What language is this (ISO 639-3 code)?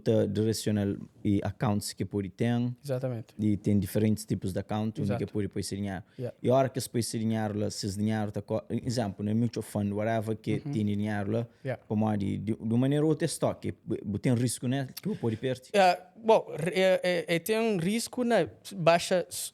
kea